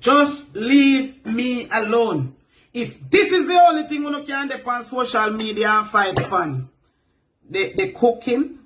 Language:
Jamaican Creole English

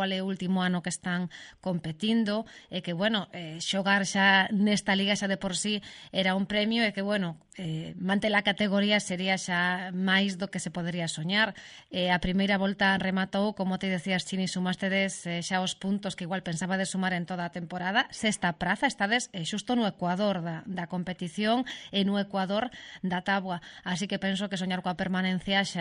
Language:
Galician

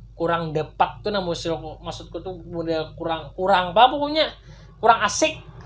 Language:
Banjar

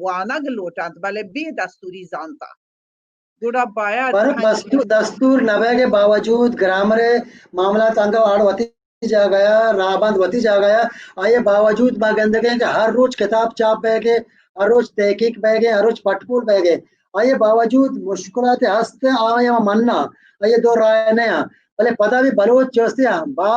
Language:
Baluchi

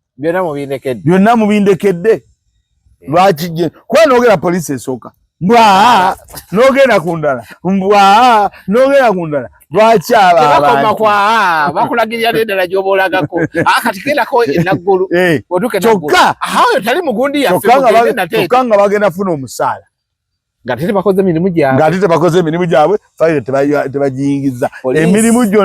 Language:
Ganda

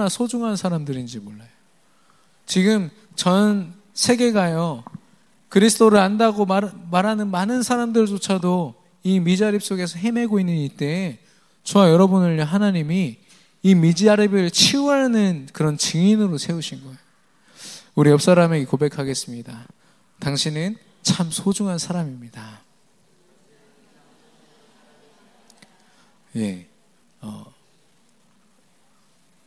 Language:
Korean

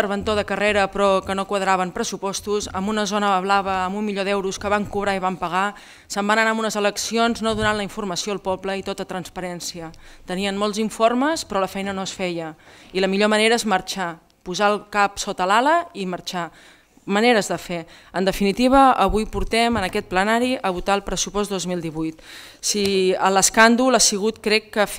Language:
Catalan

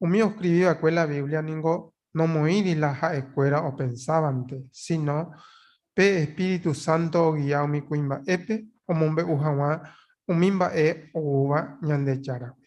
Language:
Guarani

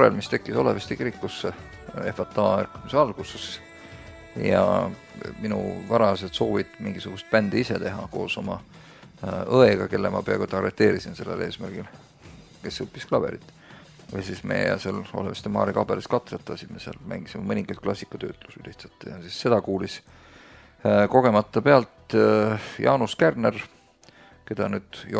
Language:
Estonian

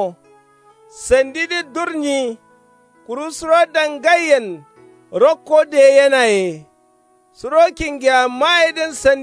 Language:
Kanuri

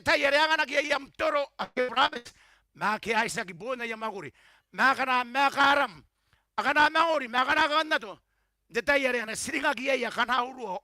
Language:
Gilbertese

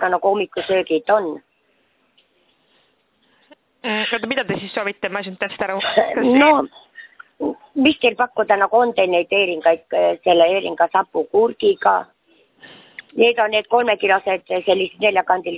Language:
Estonian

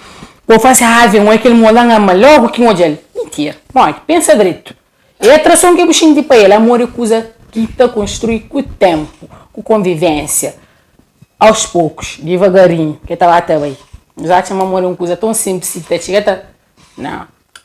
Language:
Kabuverdianu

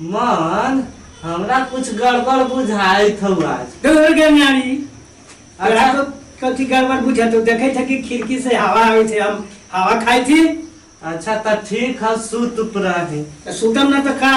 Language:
Magahi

